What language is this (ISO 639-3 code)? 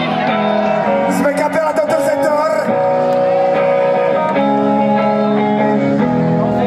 slk